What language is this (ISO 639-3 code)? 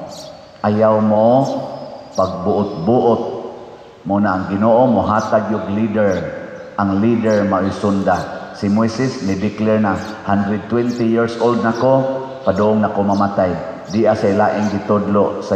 ceb